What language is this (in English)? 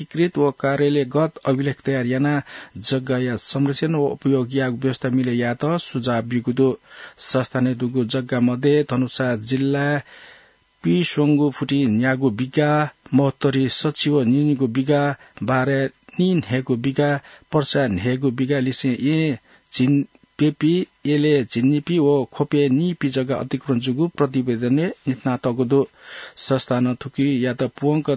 Newari